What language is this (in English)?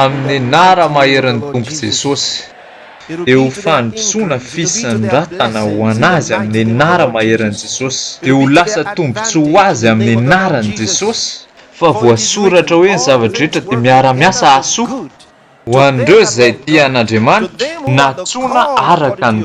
Malagasy